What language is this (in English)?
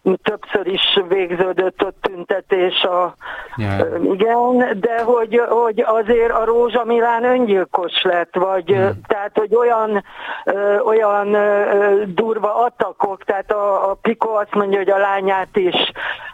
Hungarian